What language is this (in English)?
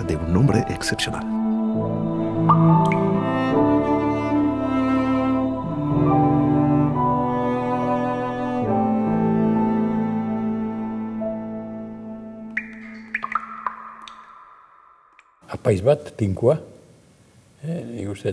Basque